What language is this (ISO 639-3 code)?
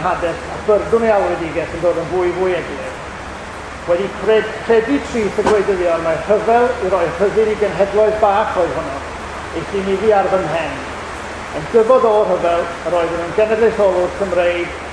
cym